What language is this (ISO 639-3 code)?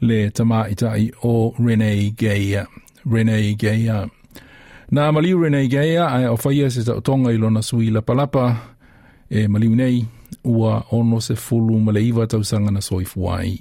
smo